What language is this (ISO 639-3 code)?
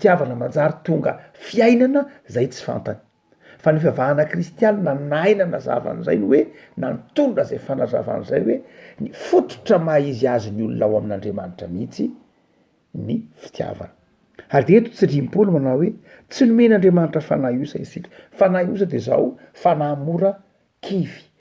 mlg